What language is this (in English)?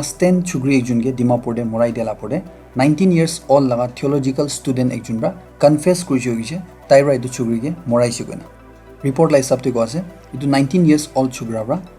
Naga Pidgin